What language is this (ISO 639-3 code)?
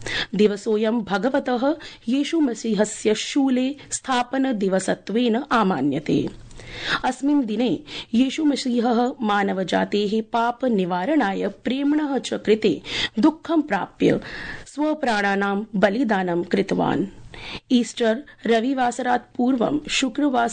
san